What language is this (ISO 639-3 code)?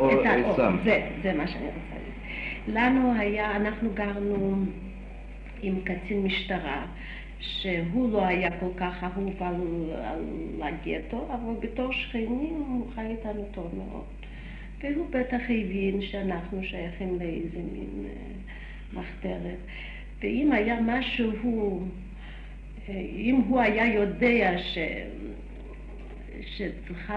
heb